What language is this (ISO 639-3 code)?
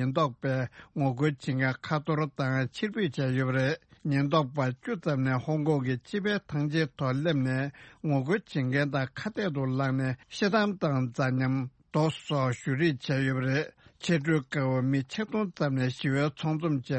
bod